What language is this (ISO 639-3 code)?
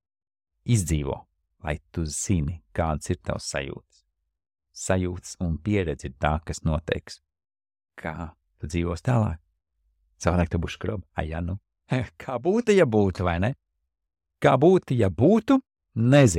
lav